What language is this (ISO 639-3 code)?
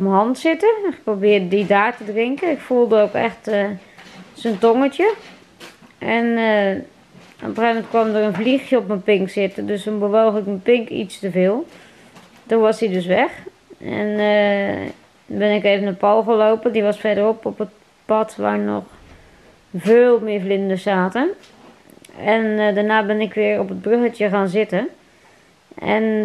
nld